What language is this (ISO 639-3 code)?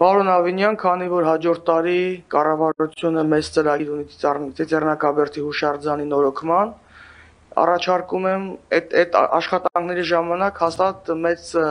hye